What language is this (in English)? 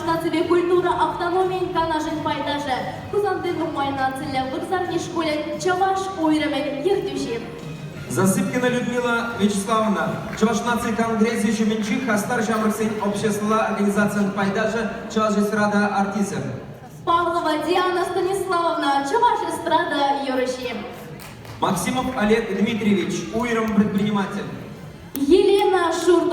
Chuvash